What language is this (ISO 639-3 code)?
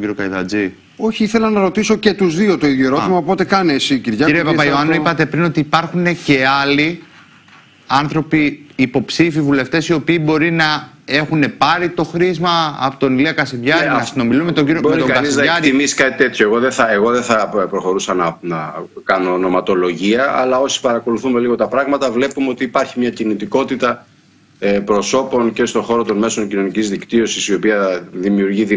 ell